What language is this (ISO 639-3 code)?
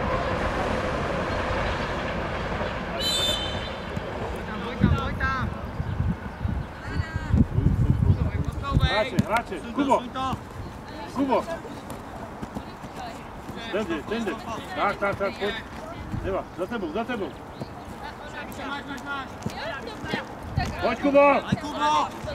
ces